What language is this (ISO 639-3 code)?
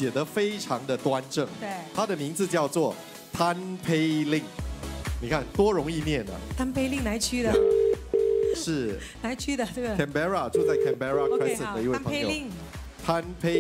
zho